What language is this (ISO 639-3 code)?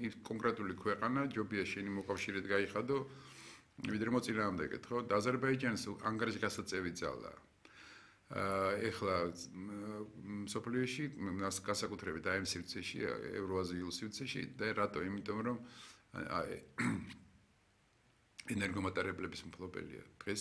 kat